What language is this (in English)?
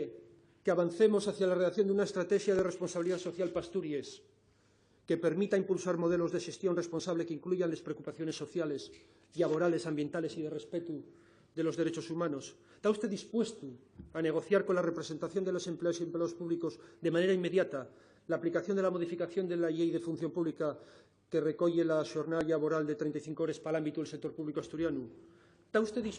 Asturian